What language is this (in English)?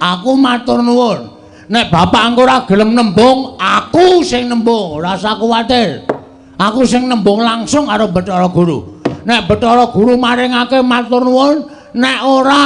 Javanese